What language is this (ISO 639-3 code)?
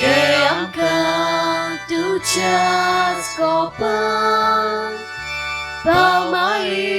kok